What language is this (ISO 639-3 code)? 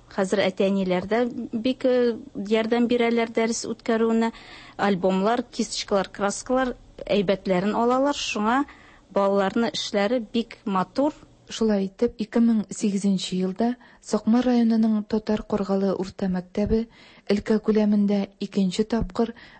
tat